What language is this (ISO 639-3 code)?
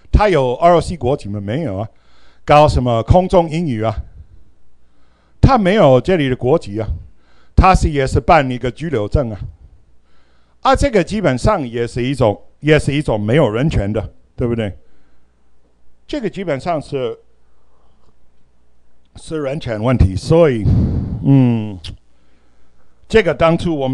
zho